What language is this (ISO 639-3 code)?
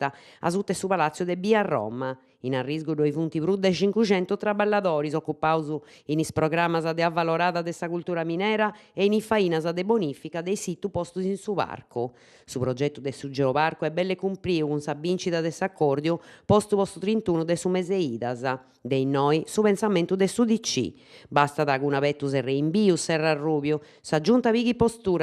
srd